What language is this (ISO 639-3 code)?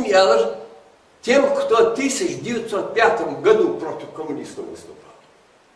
inh